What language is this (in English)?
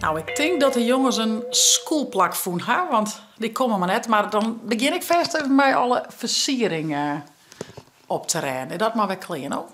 Western Frisian